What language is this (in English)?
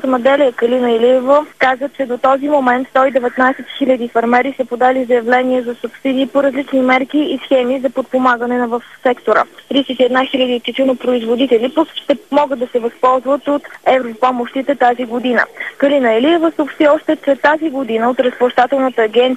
Bulgarian